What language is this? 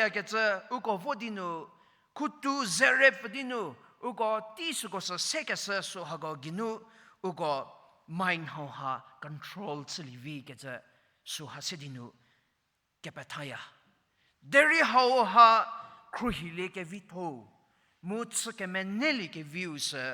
Angami Naga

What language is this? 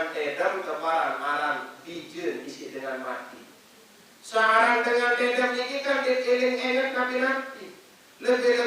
Sasak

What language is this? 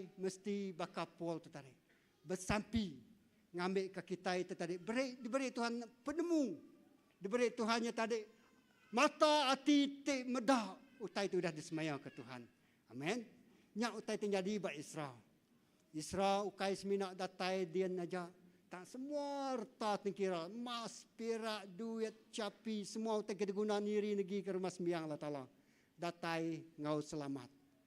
Iban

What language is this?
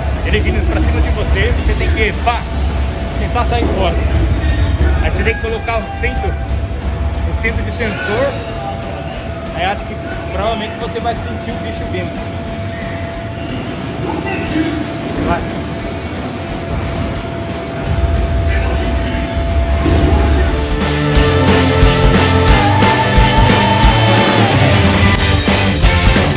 Portuguese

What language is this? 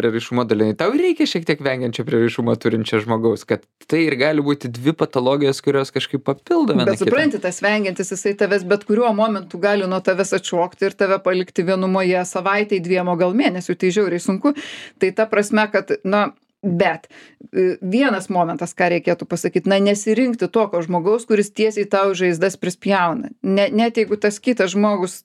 Lithuanian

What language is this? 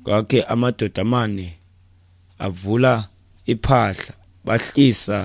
Xhosa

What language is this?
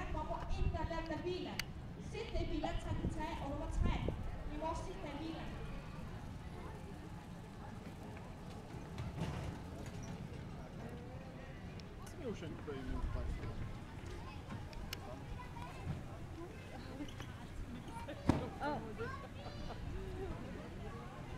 Danish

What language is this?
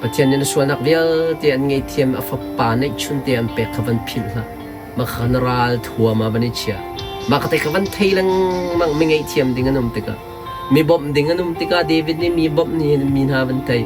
Hakha Chin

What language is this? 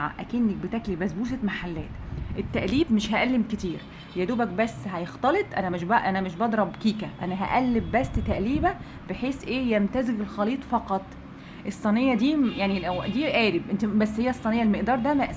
Egyptian Arabic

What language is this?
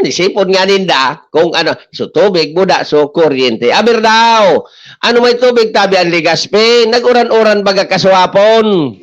Bikol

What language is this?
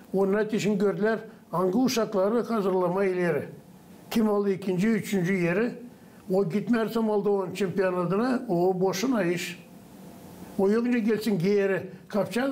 Gagauz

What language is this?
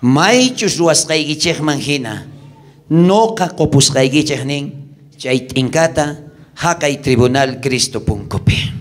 South Bolivian Quechua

